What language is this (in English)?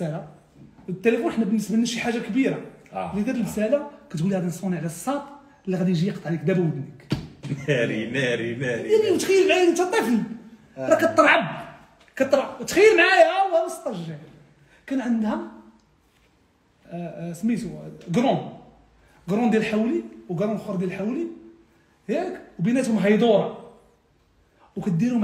Moroccan Arabic